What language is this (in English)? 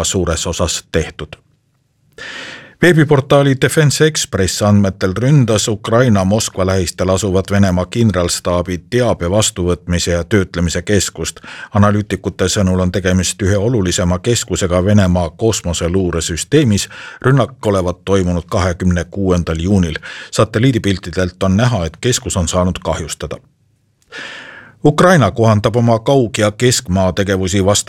Estonian